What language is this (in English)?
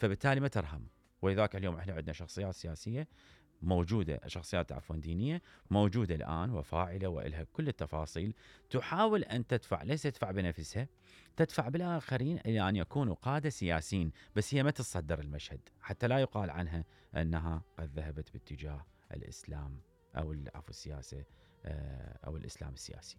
Mesopotamian Arabic